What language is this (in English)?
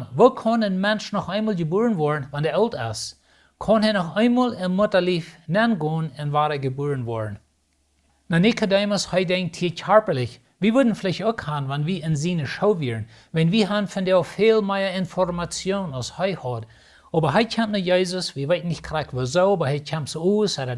Plautdietsch